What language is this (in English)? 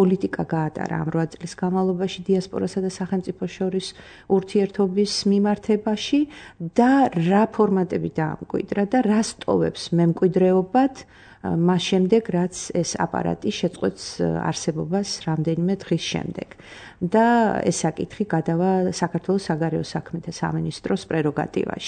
Georgian